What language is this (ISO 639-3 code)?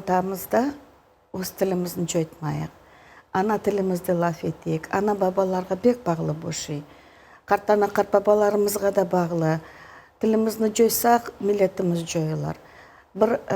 crh